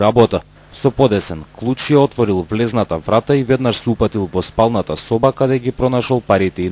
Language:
Macedonian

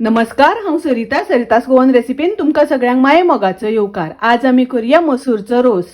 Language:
Konkani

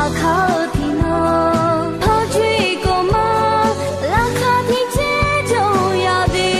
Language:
Akha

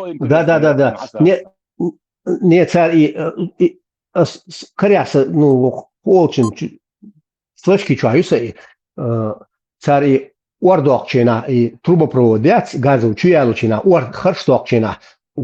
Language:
Chechen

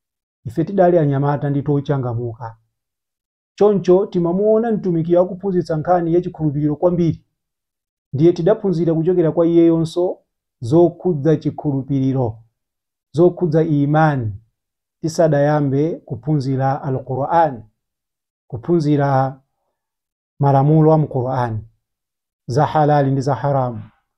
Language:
Nyanja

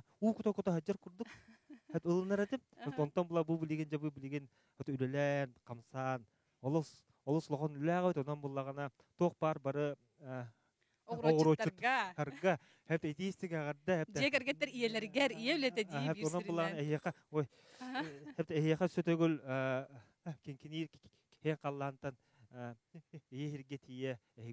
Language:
Yakut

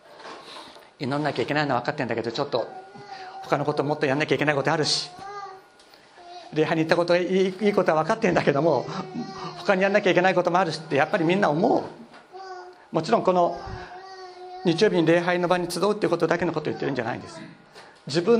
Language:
Japanese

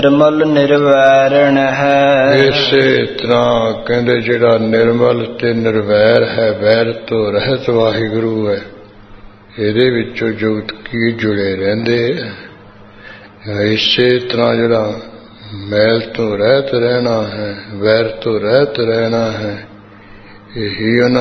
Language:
Punjabi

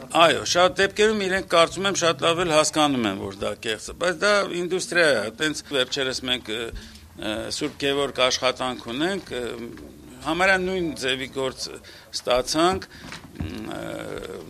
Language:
Armenian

